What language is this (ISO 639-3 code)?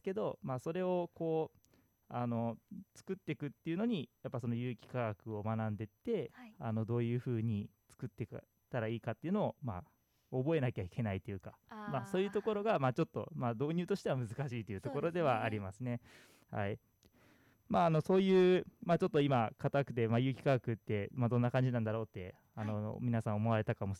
jpn